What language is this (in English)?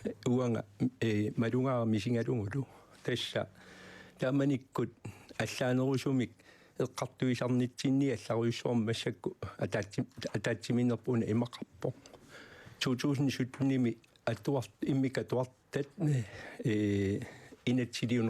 Kalaallisut